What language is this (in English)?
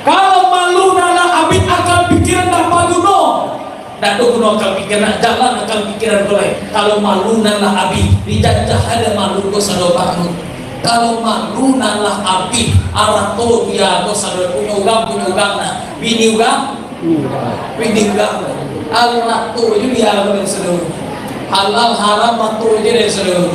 Minangkabau